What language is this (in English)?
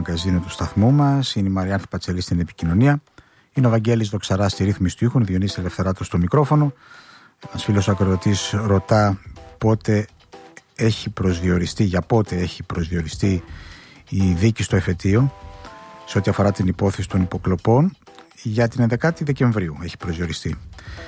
Greek